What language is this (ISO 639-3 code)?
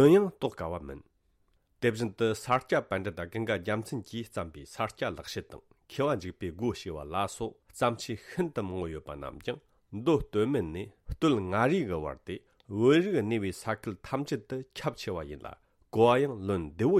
bod